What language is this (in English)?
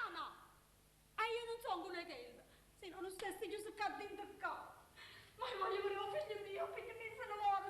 Neapolitan